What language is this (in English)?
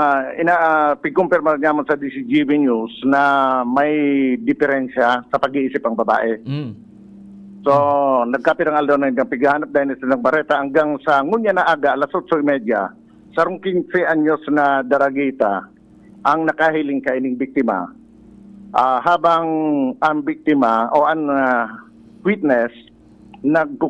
Bikol